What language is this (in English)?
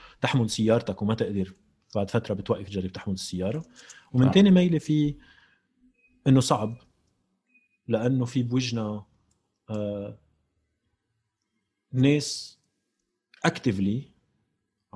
North Levantine Arabic